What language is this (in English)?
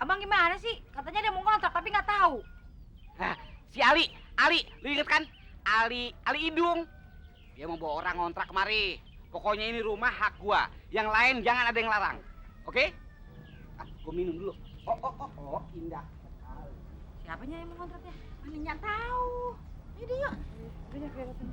Betawi